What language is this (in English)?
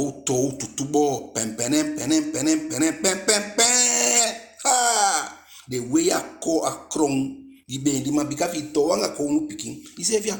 Eastern Maroon Creole